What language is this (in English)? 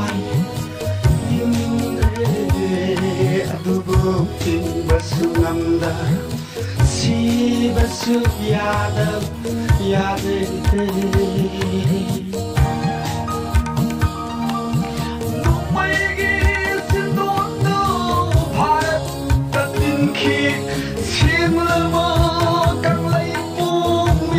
Manipuri